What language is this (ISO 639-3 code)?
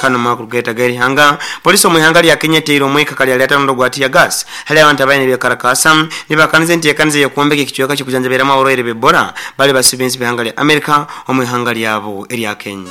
nyo